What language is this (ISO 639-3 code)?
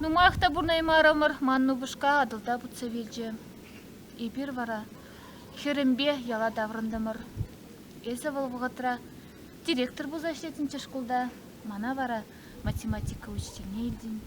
chv